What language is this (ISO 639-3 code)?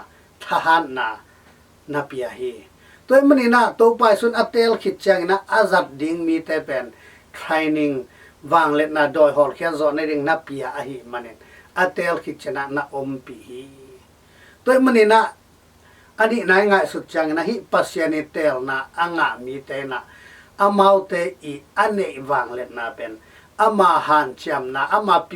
ctd